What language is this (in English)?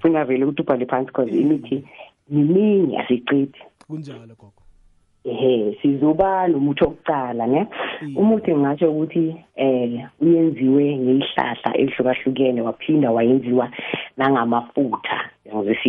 South Ndebele